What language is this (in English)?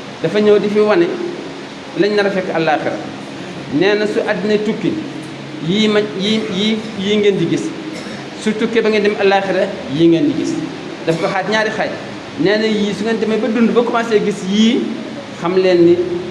Wolof